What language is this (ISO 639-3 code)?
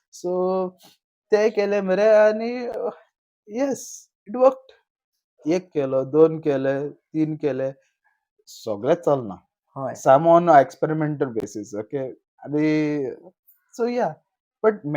kok